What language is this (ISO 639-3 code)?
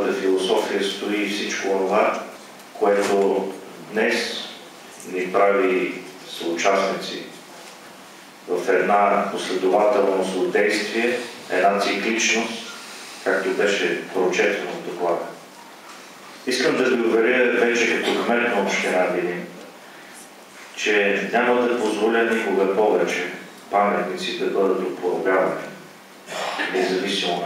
bul